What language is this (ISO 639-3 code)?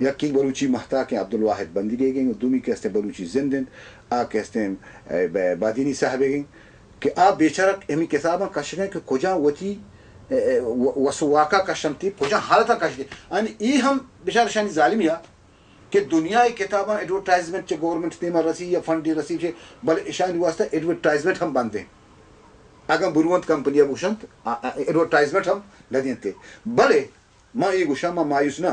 bal